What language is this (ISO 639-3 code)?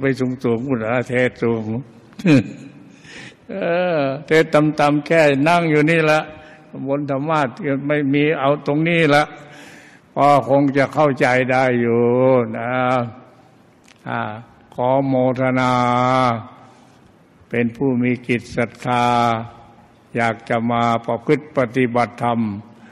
tha